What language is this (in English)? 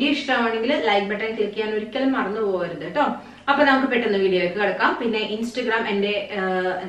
Malayalam